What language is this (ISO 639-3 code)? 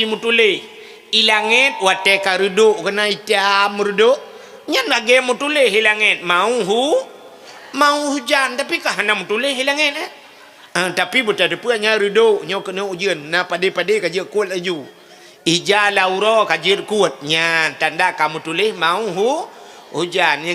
ace